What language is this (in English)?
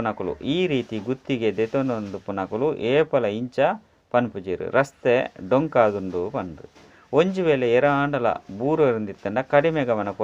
Tulu